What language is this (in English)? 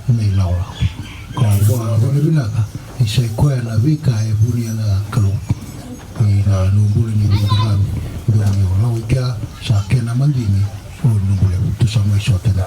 Fijian